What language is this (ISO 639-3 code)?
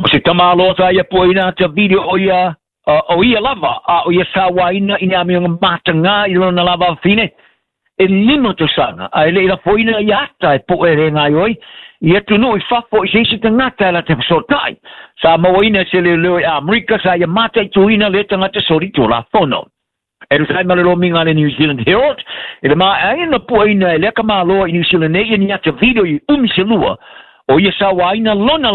smo